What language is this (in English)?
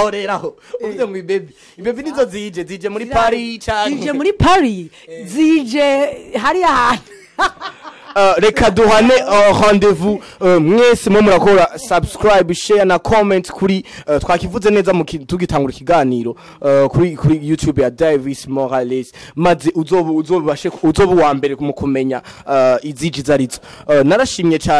Rundi